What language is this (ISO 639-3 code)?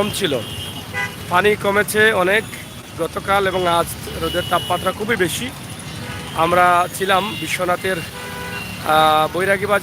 syl